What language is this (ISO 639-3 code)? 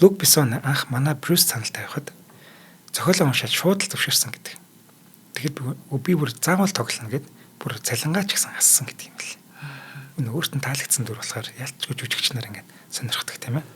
mon